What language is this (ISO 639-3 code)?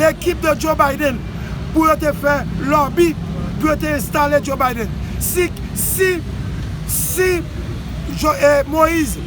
hat